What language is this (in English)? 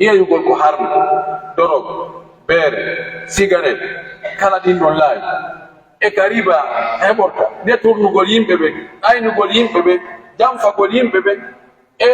Pular